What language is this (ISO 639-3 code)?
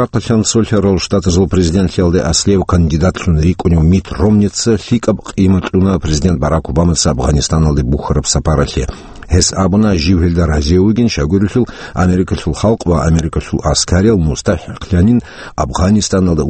ava